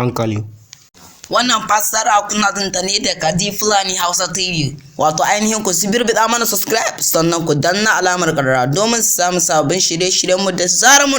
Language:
Hausa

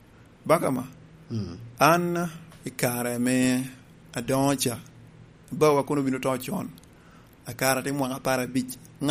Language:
Lango (Uganda)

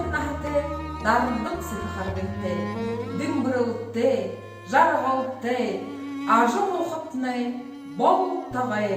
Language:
Buriat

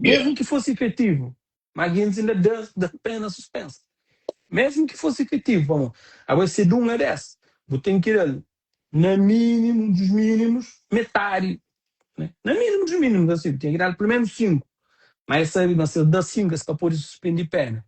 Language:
Kabuverdianu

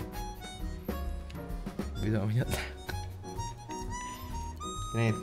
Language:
Vietnamese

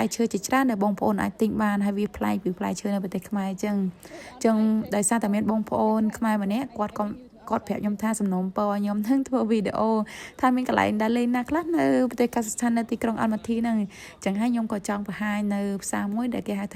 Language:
Khmer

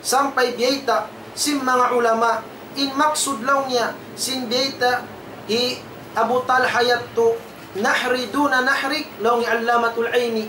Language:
Tausug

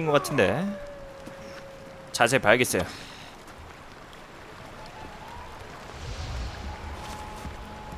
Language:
Korean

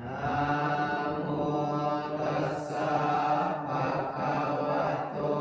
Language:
Pali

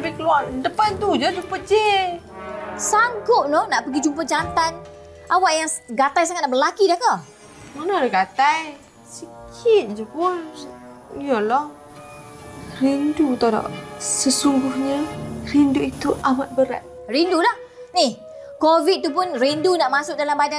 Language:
Malay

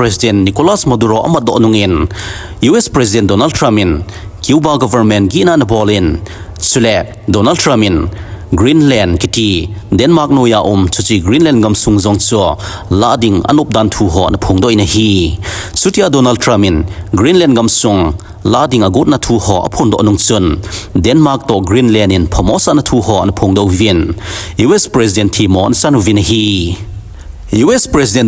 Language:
Thado Chin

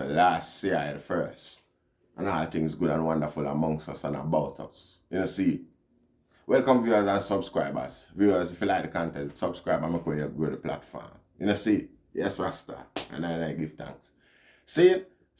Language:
Jamaican Creole English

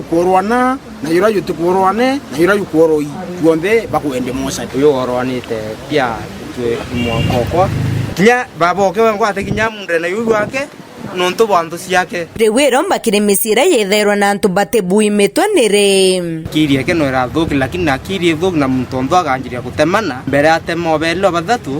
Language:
Meru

